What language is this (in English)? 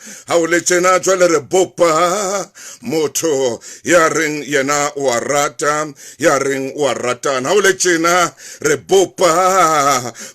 Southern Sotho